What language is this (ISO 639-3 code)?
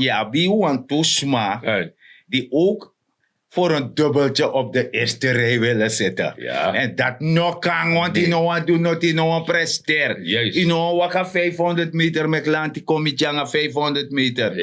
srn